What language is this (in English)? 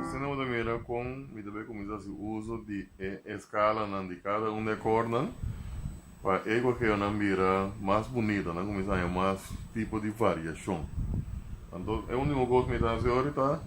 Papiamento